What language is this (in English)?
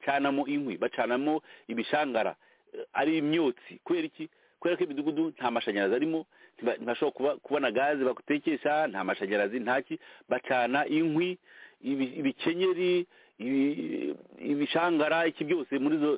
Kinyarwanda